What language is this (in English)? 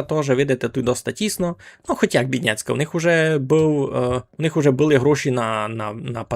Rusyn